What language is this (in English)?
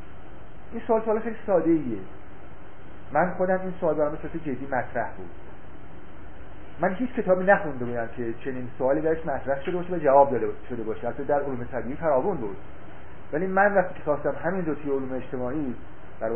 Persian